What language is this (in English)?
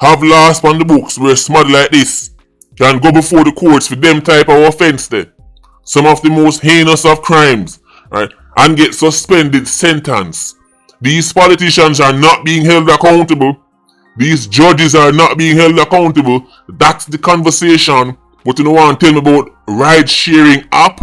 Jamaican Creole English